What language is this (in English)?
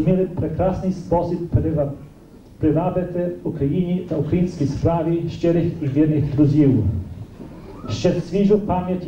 Ukrainian